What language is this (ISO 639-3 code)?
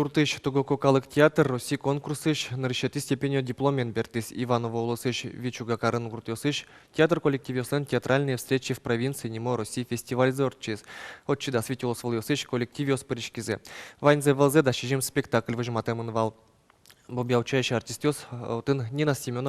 udm